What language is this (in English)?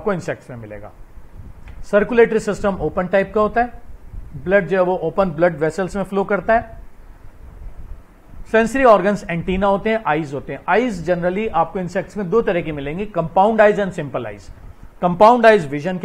Hindi